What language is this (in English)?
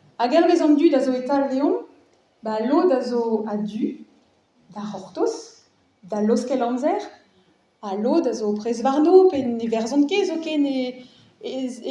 Breton